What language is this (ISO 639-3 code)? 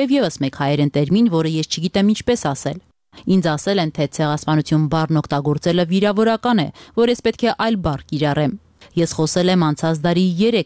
hye